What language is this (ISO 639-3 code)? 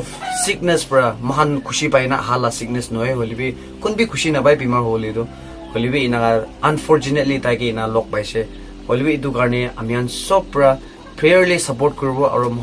nag